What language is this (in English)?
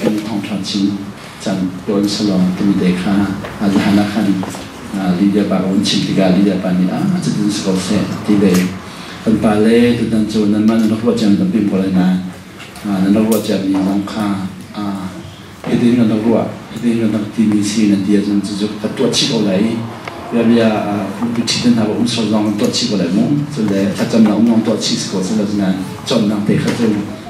Hakha Chin